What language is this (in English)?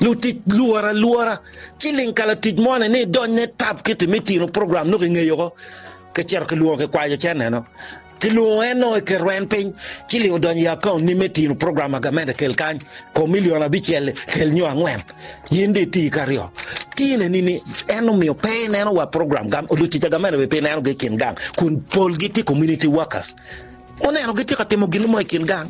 Acoli